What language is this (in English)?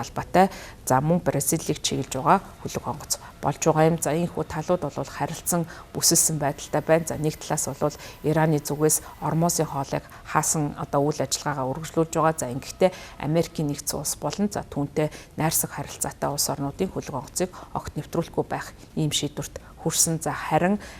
Mongolian